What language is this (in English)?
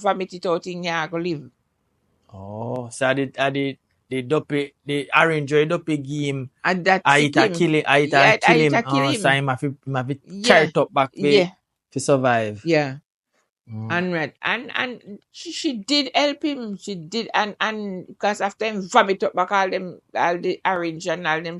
Jamaican Creole English